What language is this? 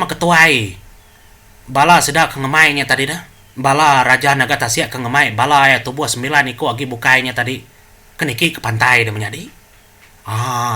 Iban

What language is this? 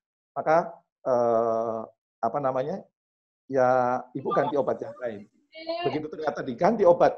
Indonesian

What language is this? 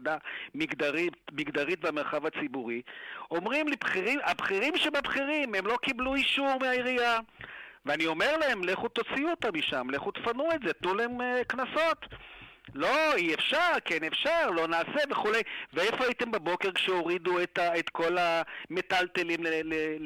Hebrew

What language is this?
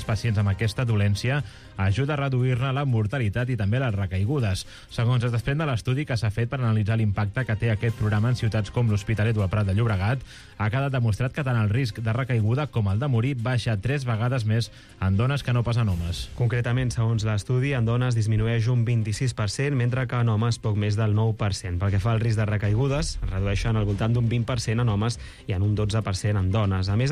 Catalan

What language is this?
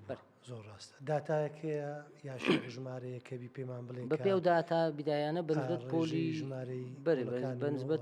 Central Kurdish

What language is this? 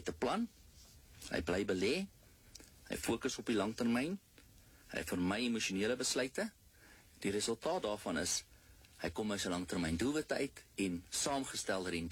Afrikaans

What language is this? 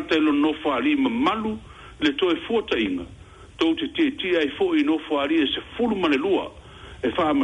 Samoan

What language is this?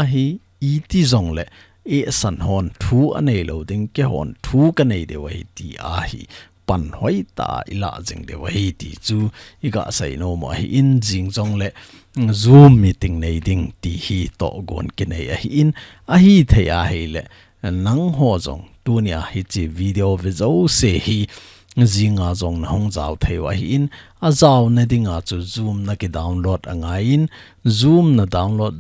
Thado Chin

